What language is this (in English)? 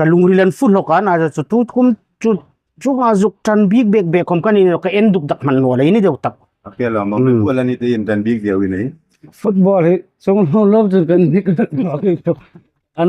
Hmar